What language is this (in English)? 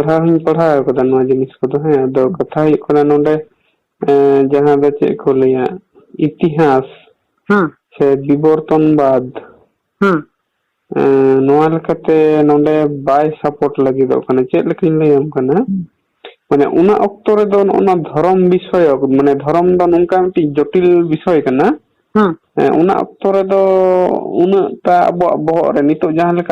Santali